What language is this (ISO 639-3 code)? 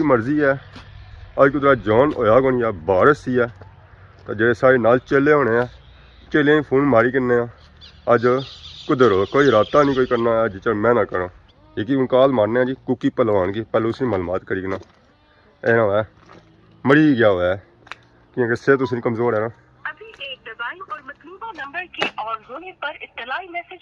phr